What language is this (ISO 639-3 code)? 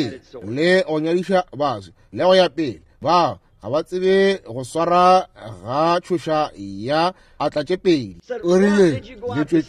nso